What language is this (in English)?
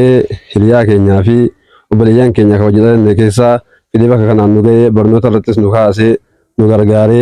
Oromo